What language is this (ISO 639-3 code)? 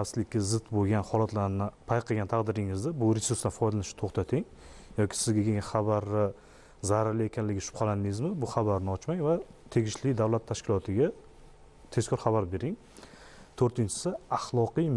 uzb